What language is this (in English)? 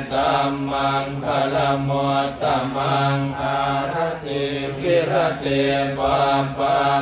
Pali